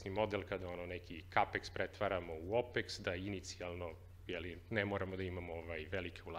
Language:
Serbian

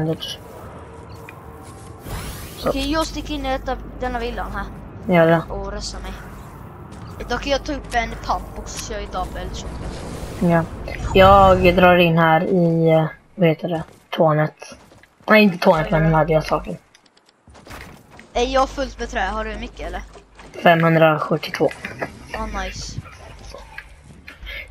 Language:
Swedish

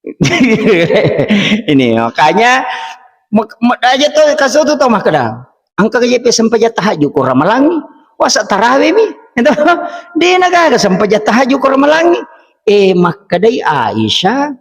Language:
Buginese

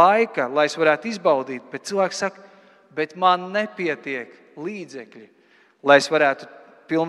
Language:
Latvian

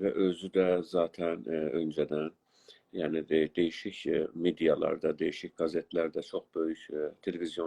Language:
South Azerbaijani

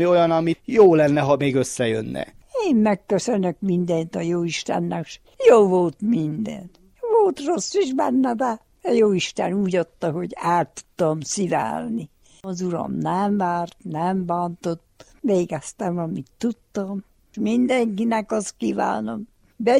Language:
Hungarian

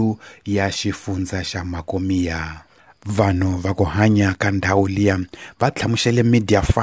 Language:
Tsonga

